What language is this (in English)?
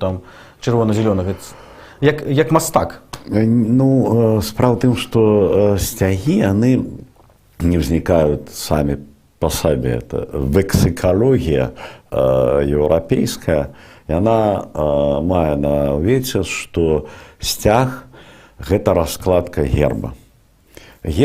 Belarusian